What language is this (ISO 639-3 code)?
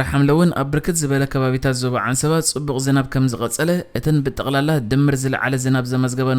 tir